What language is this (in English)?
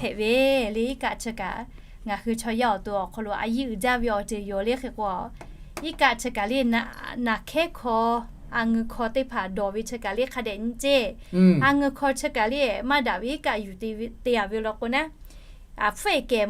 Lahu